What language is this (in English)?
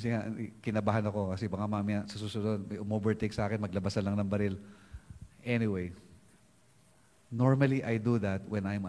Filipino